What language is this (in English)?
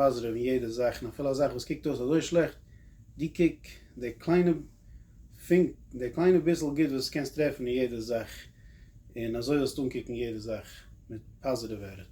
Yiddish